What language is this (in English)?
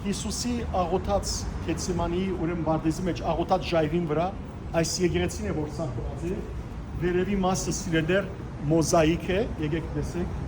Western Armenian